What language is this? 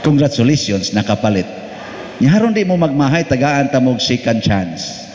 Cebuano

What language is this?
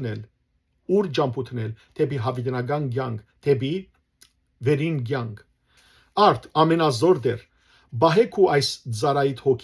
Western Armenian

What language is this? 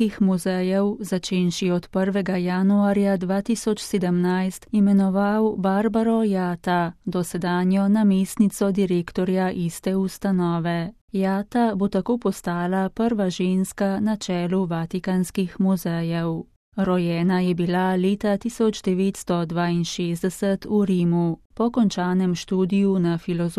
Slovenian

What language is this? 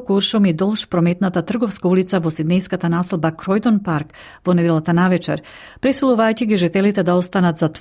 Macedonian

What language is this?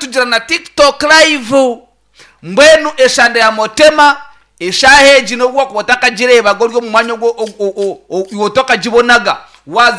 Nyankole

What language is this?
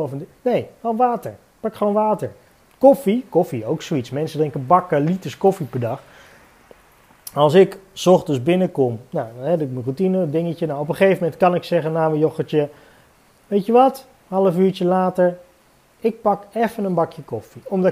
Dutch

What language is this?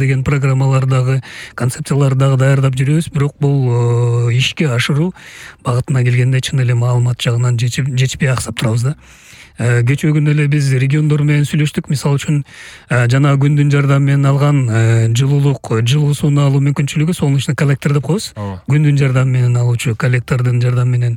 Kyrgyz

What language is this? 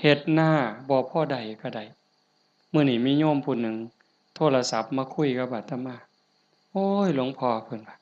Northeastern Thai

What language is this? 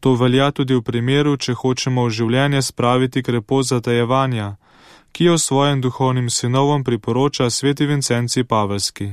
Slovenian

